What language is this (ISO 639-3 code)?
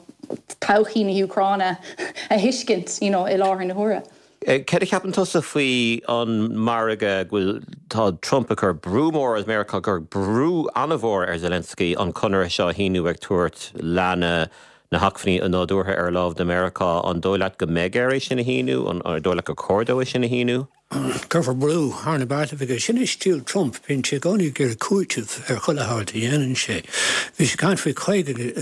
gle